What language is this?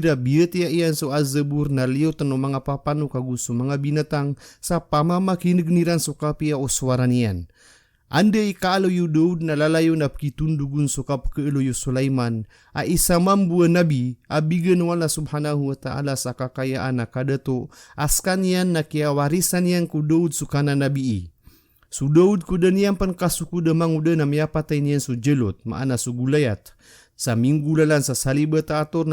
Maranao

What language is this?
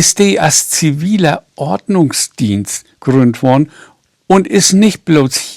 Low German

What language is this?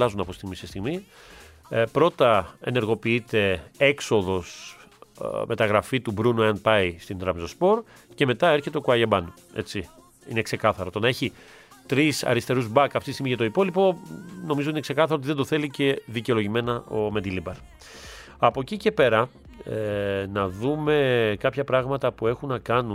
Greek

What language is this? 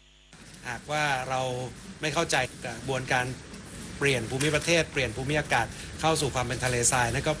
Thai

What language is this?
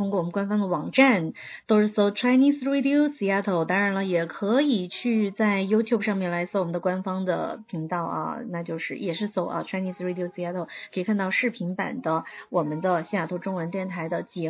Chinese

